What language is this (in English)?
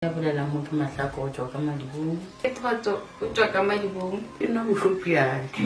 Northern Sotho